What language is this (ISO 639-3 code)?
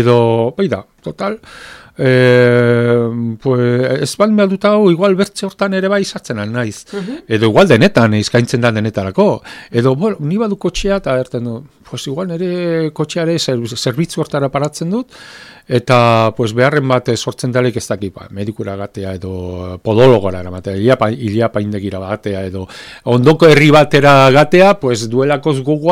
eus